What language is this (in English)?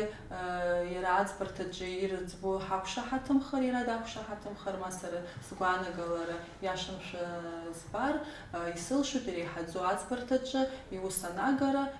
Abkhazian